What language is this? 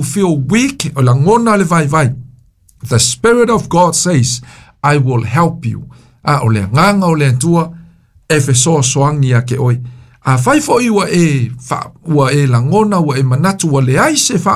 Samoan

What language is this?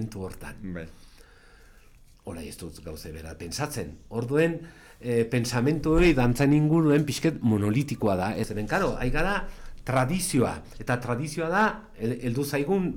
Basque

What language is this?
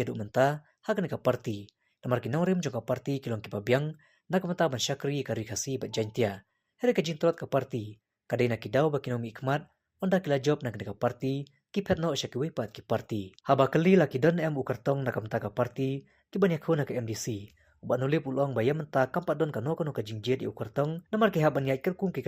Khasi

